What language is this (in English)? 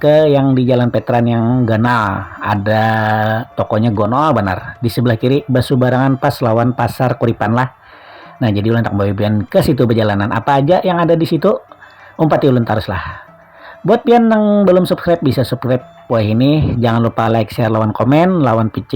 Banjar